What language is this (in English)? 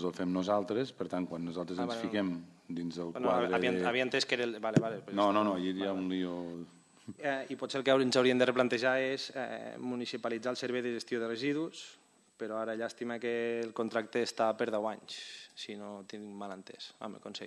Catalan